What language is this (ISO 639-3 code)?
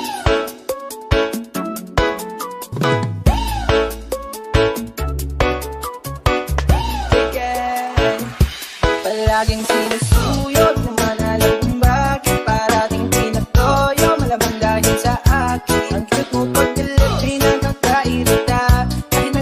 fil